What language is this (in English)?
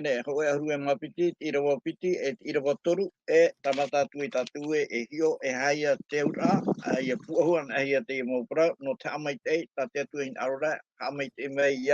Tahitian